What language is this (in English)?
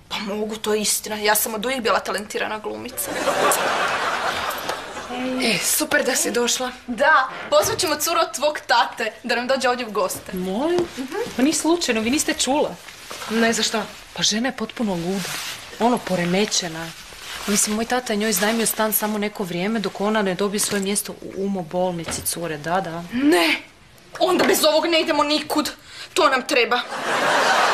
Croatian